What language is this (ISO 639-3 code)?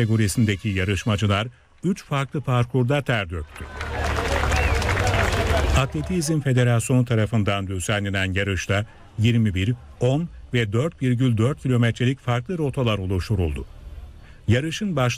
tur